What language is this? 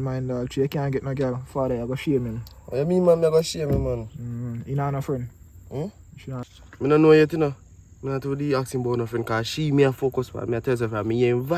Jamaican Creole English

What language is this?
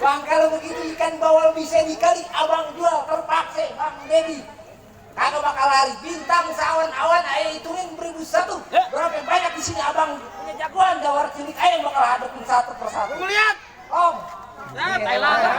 Betawi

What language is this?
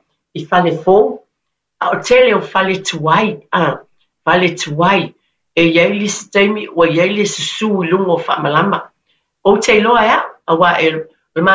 Samoan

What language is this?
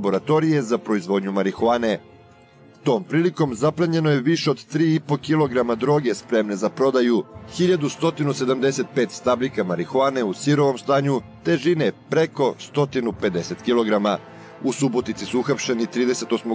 Serbian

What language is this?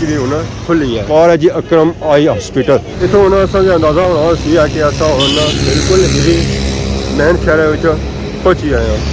Pahari-Potwari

